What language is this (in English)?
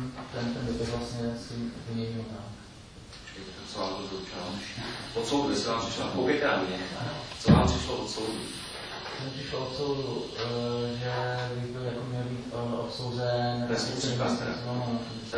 Czech